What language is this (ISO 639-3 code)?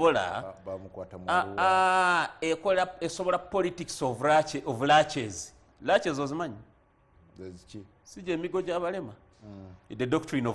lug